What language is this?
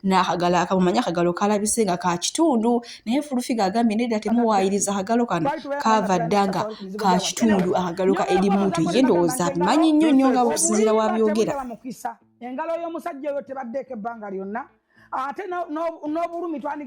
Ganda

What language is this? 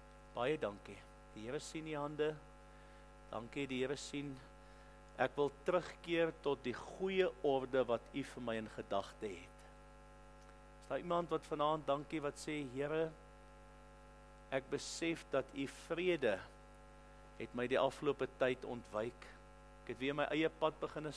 Afrikaans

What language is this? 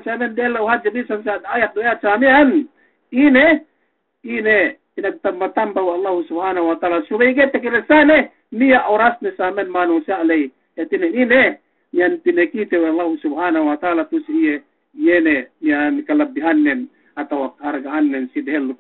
Yakan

